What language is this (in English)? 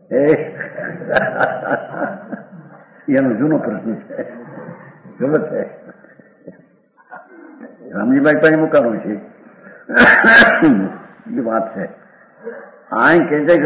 Gujarati